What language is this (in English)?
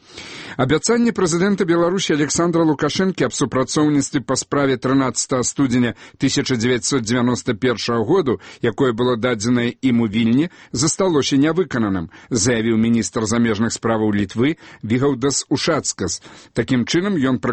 Belarusian